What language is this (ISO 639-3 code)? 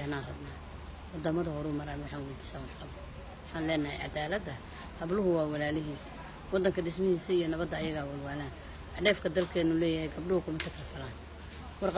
som